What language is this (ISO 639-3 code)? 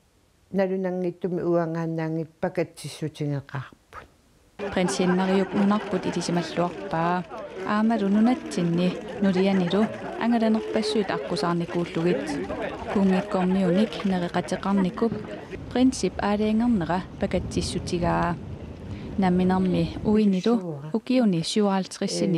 kal